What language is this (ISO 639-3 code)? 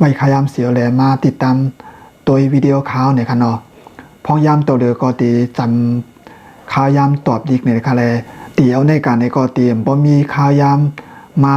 shn